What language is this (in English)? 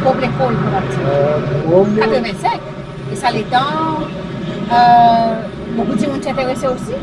Seselwa Creole French